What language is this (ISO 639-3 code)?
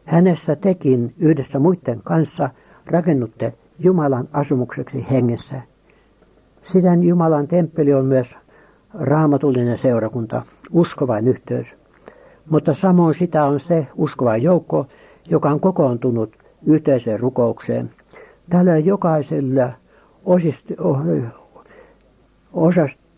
fin